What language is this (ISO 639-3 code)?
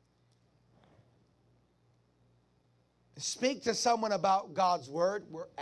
eng